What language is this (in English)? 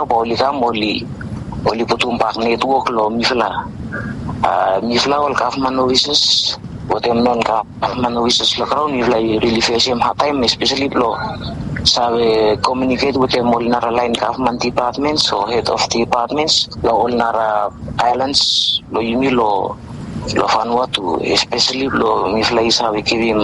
Bislama